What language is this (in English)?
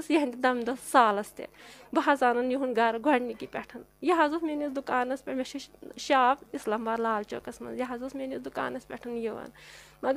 Kashmiri